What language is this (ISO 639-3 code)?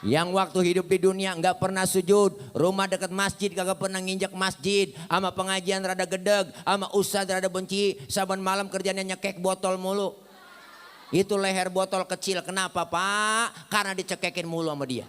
bew